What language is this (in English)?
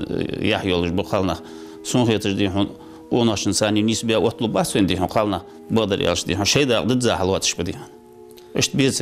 Ingush